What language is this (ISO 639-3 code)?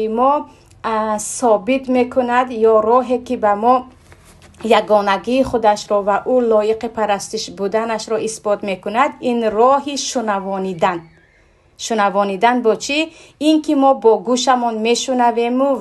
tgk